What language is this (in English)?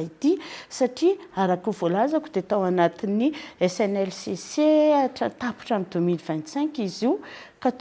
Malagasy